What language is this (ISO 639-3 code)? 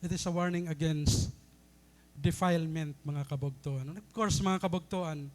war